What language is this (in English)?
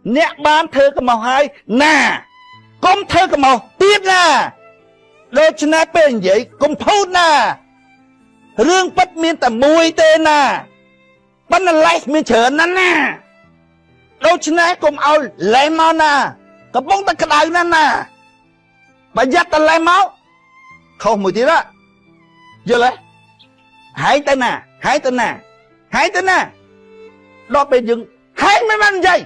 Khmer